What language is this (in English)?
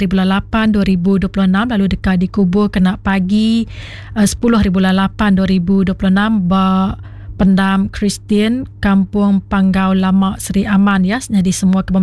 Iban